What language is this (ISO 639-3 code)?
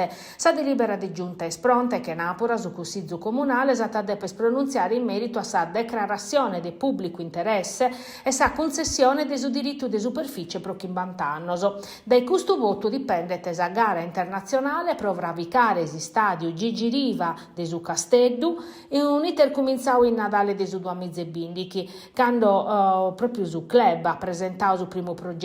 srd